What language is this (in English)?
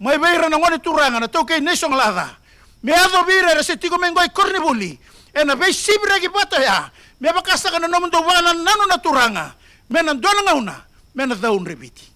Fijian